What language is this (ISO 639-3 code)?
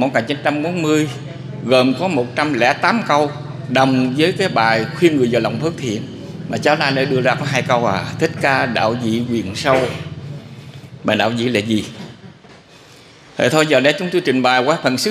vie